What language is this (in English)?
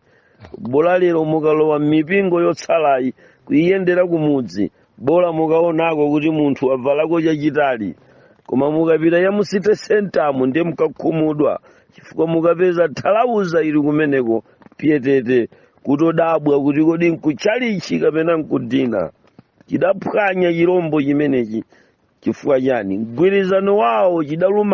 Nyanja